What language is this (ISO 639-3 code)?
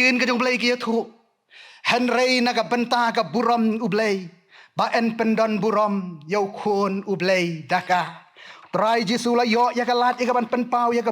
kha